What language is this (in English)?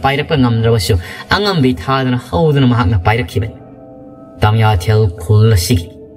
Manipuri